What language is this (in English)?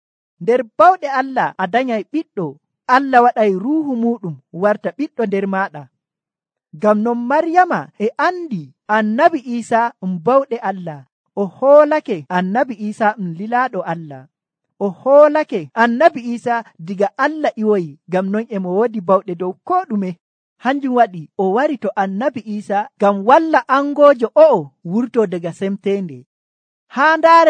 Nigerian Fulfulde